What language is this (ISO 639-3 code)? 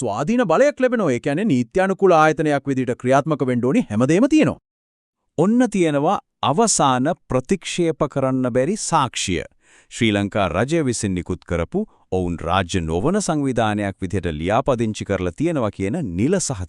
sin